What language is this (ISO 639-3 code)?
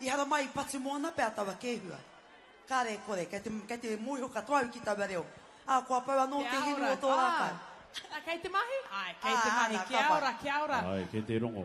mri